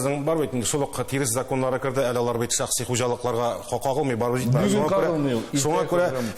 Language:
Tatar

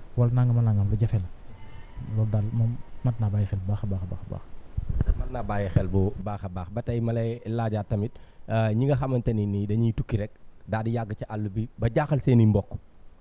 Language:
Wolof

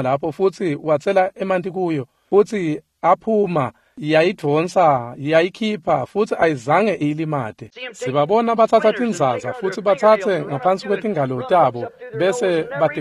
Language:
Swati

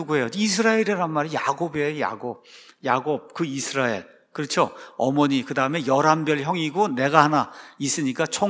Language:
Korean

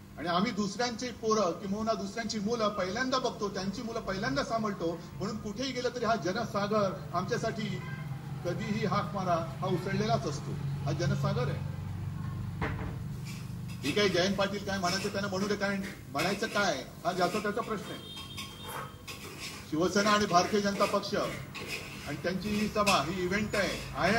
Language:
Marathi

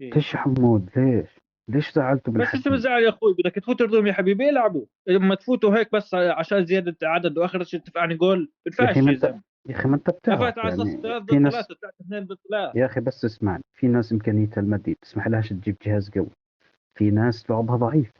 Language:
North Levantine Arabic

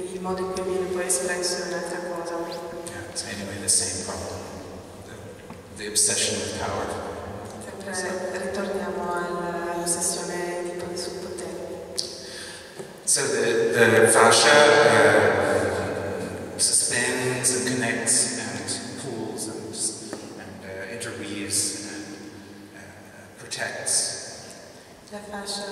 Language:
Italian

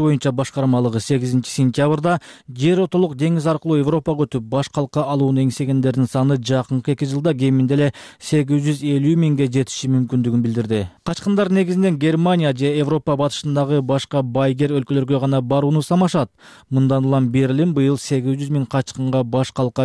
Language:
Kyrgyz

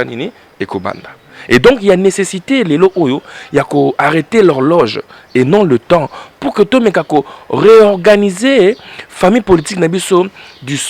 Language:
Lingala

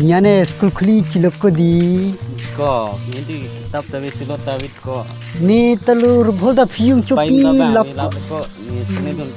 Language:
Karbi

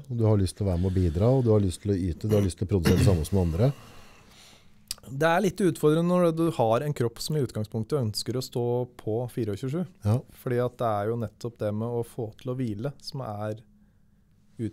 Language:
Norwegian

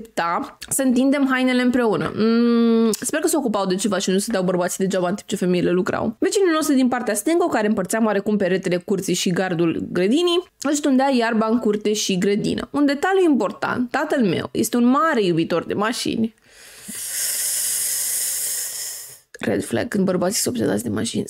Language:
Romanian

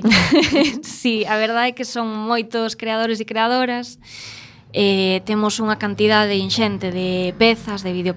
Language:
Galician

